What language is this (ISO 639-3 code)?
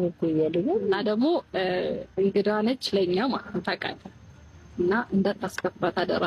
amh